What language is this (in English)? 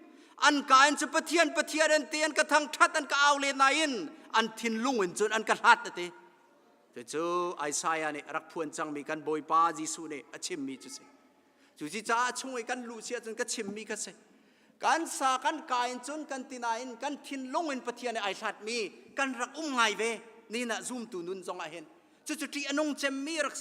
Hakha Chin